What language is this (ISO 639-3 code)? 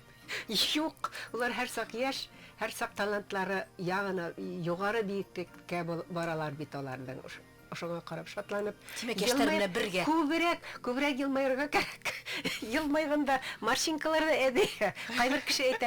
bak